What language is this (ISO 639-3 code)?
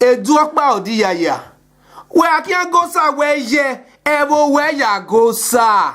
bin